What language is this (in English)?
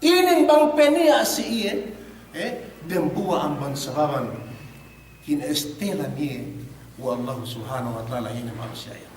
Yakan